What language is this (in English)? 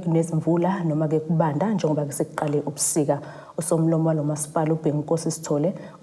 Zulu